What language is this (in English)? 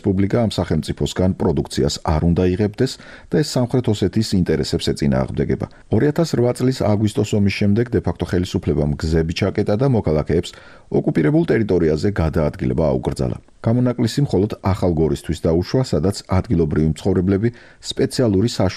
Georgian